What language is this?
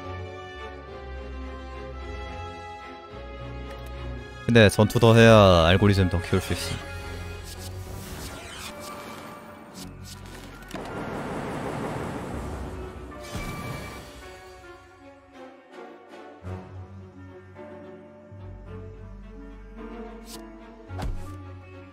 Korean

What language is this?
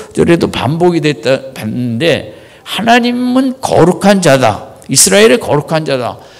Korean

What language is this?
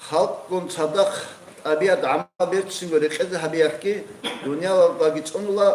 Avaric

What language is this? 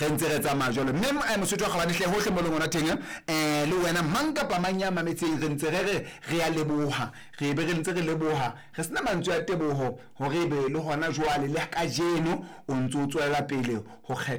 Southern Sotho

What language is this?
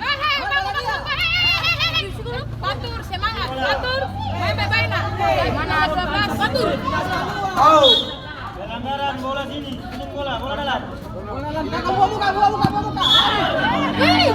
Ambonese Malay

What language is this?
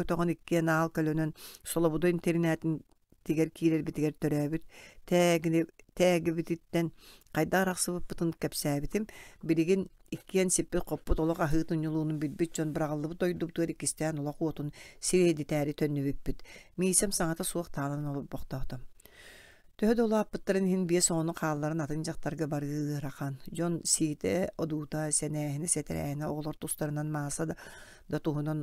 Yakut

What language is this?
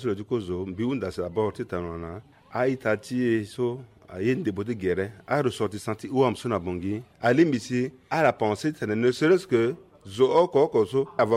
Sango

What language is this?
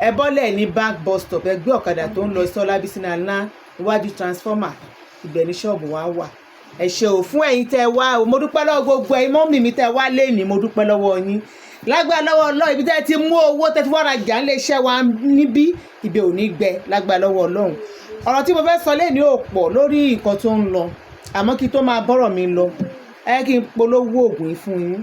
Yoruba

